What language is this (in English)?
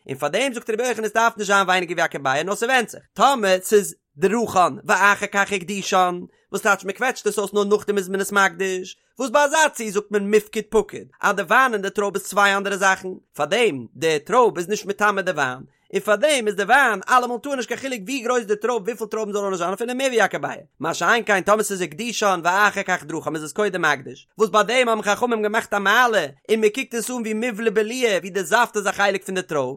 Yiddish